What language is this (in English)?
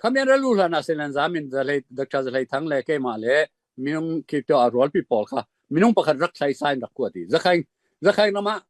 Falam Chin